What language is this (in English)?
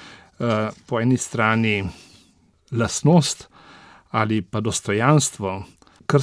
Slovenian